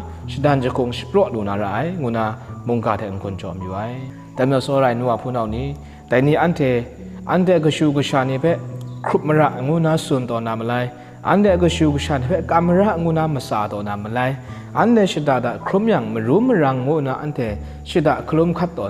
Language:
Kachin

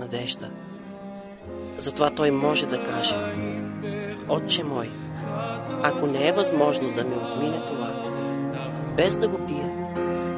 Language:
Bulgarian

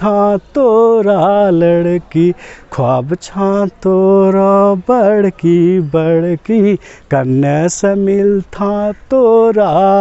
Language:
Angika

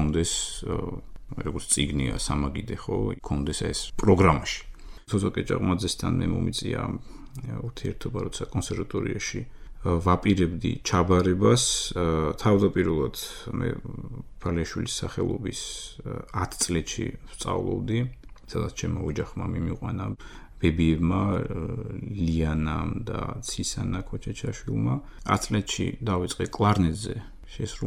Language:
Georgian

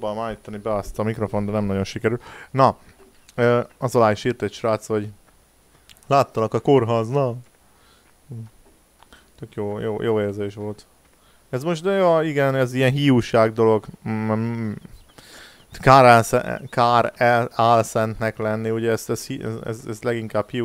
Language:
Hungarian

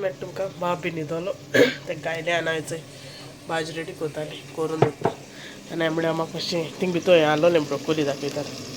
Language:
Konkani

